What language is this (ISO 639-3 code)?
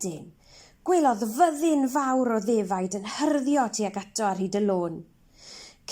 cym